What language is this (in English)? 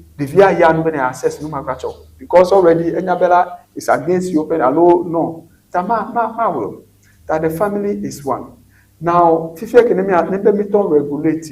Ewe